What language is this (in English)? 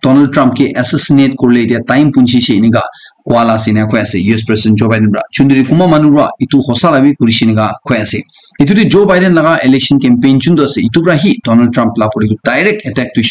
Naga Pidgin